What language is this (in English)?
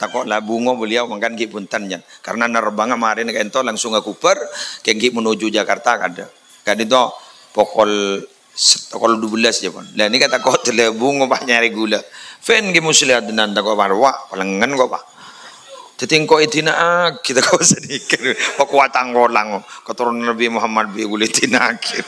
Madurese